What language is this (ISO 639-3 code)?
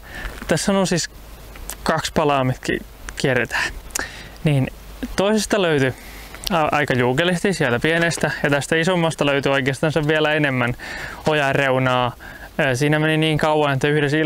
fin